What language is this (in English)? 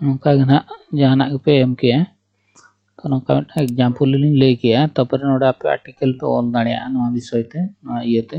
Santali